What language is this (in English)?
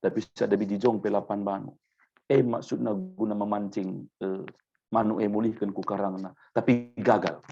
Batak Karo